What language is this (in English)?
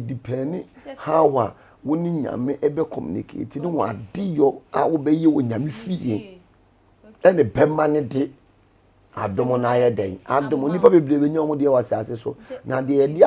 Akan